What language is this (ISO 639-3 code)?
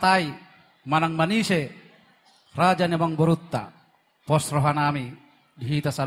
bbc